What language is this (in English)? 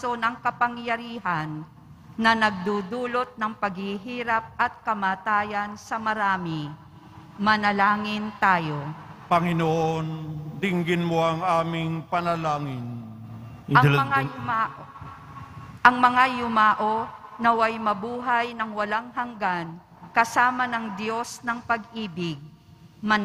Filipino